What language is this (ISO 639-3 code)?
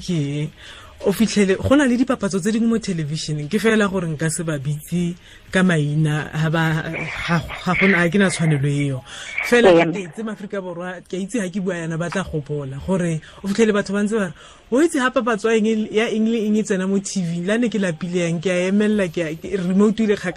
tsn